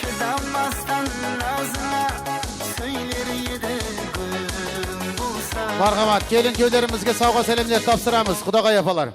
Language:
Kara-Kalpak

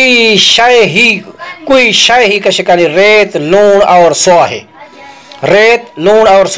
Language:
Saraiki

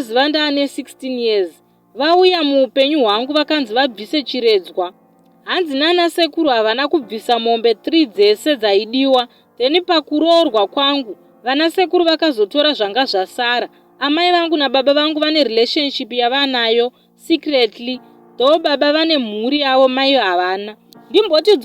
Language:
Shona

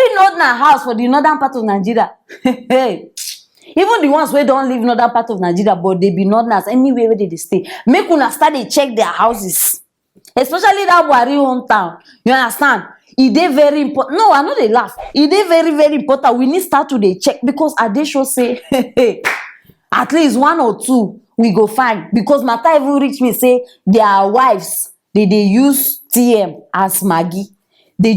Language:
Nigerian Pidgin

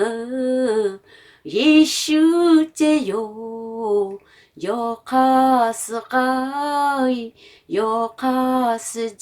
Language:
Lahu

